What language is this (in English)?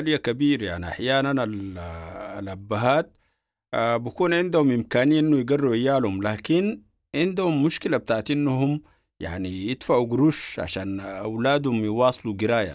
Sudanese Arabic